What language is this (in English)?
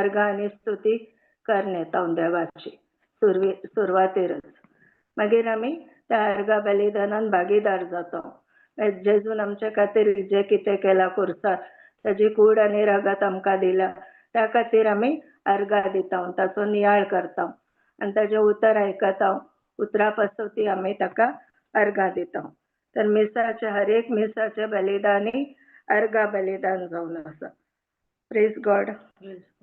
Konkani